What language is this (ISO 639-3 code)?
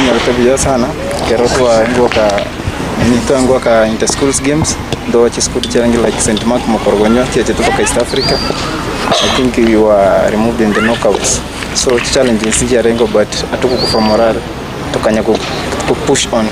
guz